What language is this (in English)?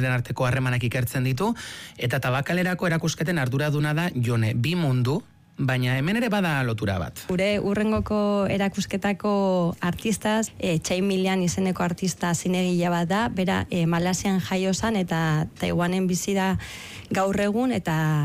Basque